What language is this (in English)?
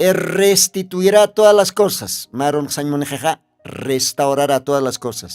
Aymara